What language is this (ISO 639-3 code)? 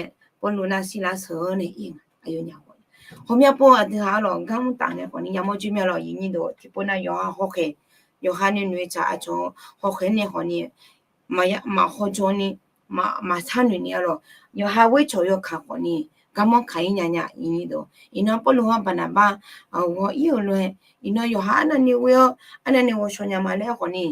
ahk